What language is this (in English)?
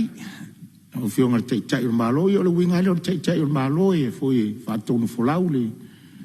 Samoan